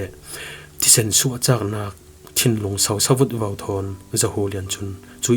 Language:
Falam Chin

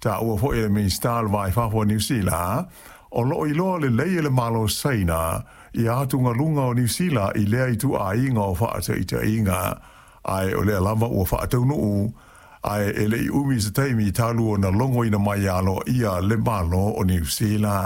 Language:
Samoan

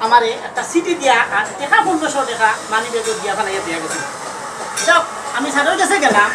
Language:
Sylheti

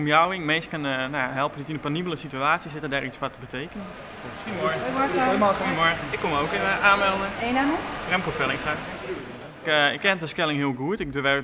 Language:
Western Frisian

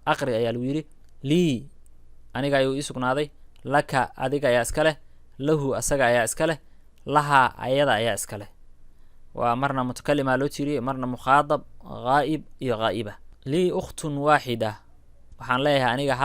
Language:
Somali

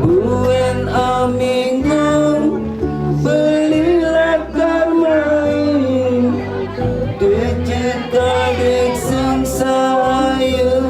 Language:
Balinese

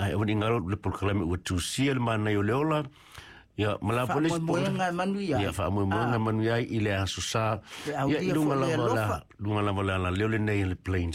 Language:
Samoan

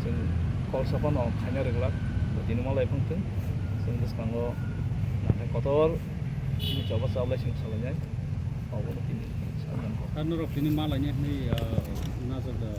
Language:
Kok Borok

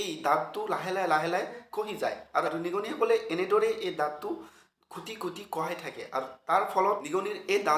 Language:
Assamese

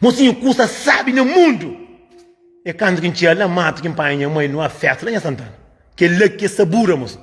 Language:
Kabuverdianu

